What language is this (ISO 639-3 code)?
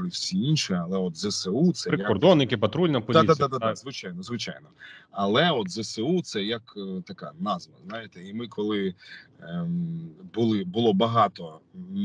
ukr